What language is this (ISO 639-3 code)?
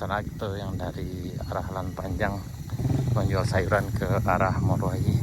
min